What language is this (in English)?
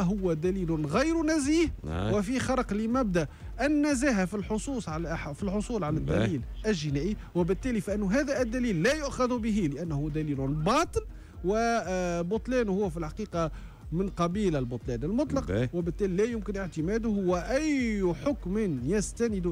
Tunisian Arabic